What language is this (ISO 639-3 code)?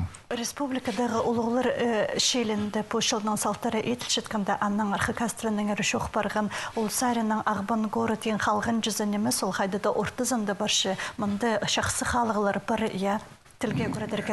kjh